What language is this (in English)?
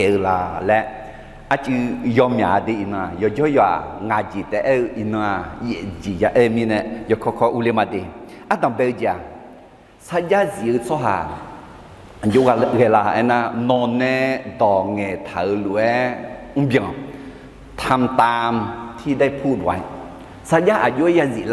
Akha